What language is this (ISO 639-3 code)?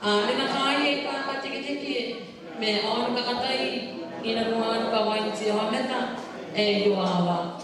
gil